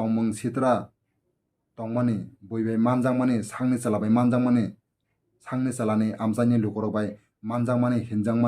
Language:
Kok Borok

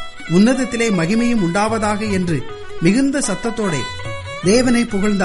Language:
Tamil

